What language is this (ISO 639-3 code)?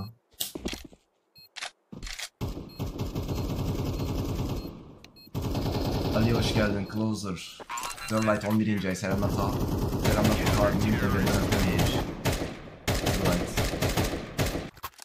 tur